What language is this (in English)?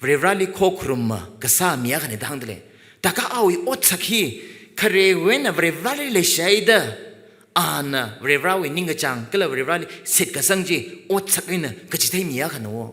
Tangkhul Naga (India)